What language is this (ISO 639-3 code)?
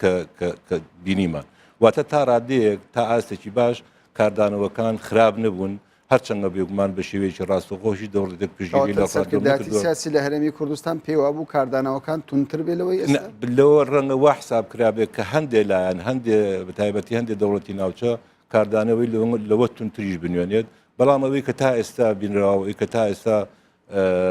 ckb